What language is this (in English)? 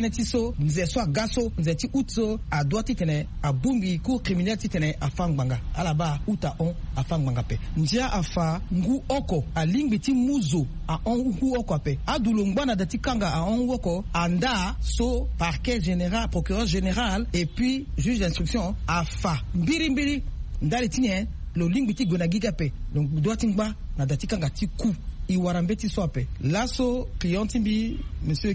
Sango